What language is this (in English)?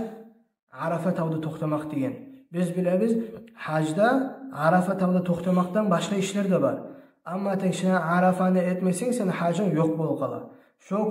Kumyk